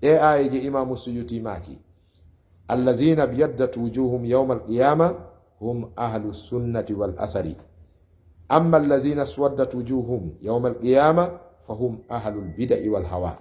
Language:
Fula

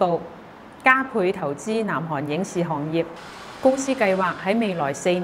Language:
Cantonese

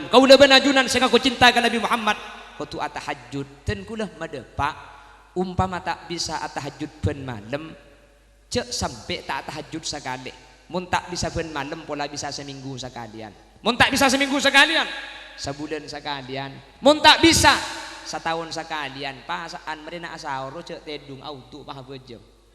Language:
Madurese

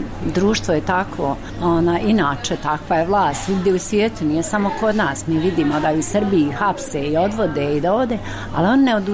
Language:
Bosnian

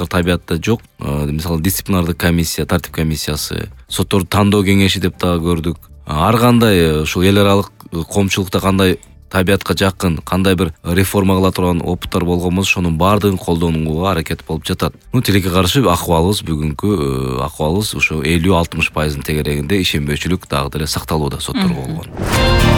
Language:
Kyrgyz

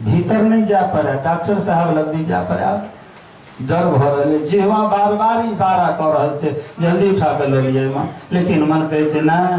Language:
Maithili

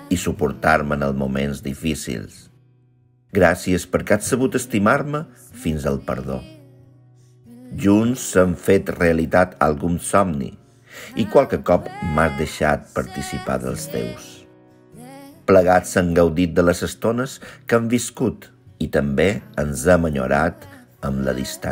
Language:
Catalan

